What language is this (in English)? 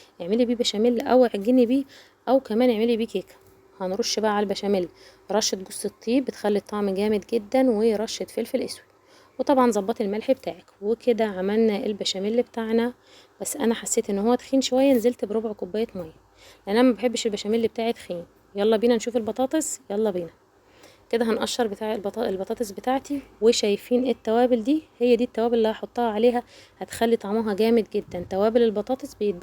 Egyptian Arabic